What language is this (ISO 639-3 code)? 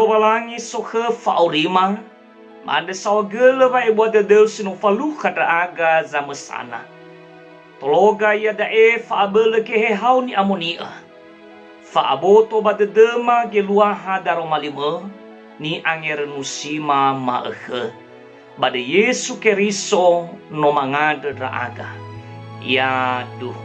nia